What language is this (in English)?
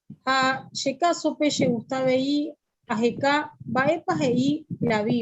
Guarani